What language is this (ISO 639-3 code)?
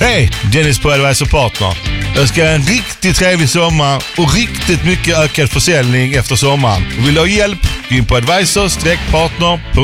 swe